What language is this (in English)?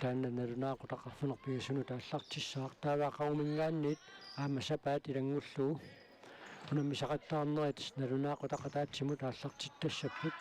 Kalaallisut